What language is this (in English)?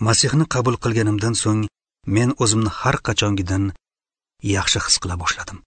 Uzbek